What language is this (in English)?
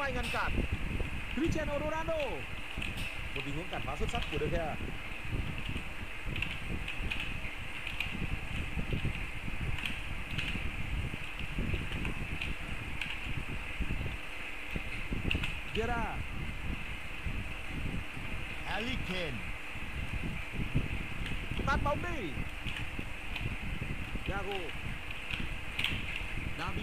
Vietnamese